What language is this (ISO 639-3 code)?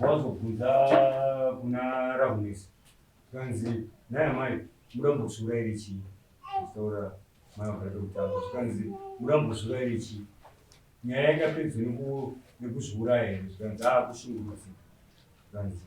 sna